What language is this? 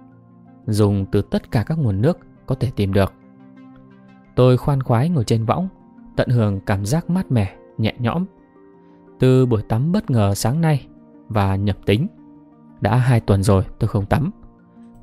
Vietnamese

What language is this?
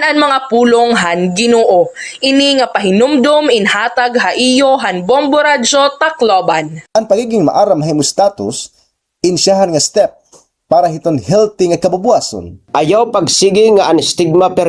Waray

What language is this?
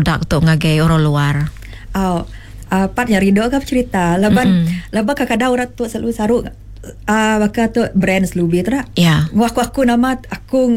Iban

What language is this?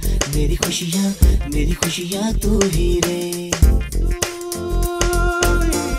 Hindi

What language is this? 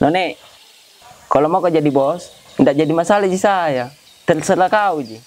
Makassar Malay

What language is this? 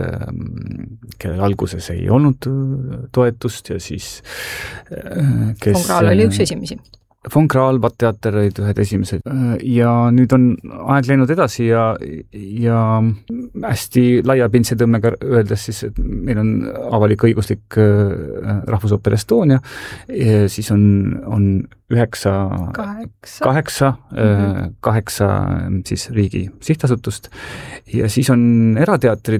Estonian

